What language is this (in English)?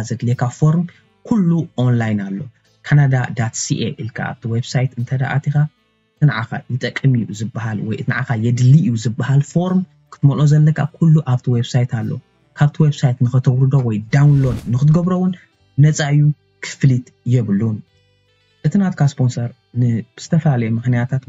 Tigrinya